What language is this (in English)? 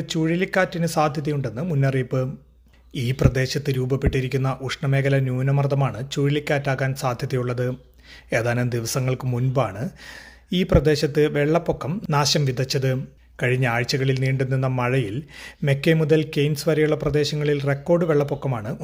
Malayalam